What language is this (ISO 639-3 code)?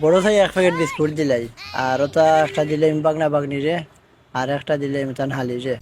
syl